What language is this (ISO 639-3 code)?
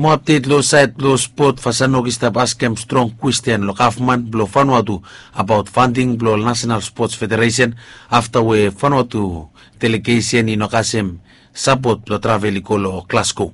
bis